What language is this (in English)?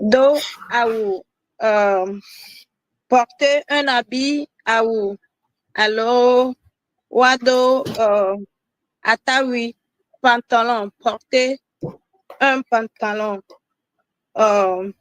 Ewe